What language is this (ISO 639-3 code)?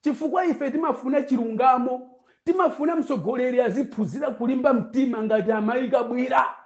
nya